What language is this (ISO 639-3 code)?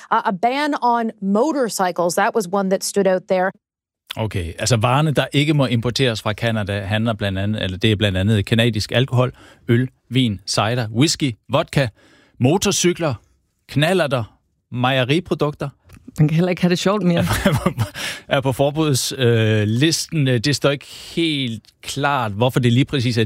dan